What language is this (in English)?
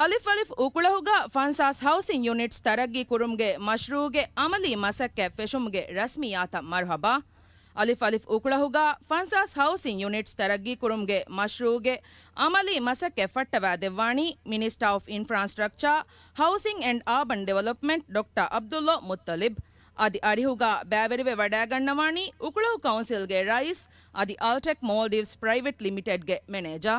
Divehi